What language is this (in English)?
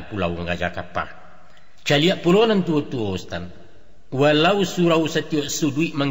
Minangkabau